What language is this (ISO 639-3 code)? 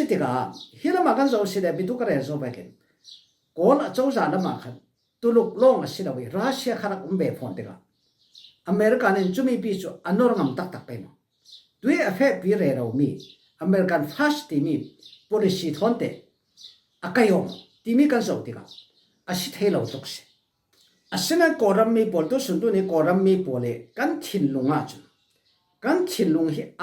cfm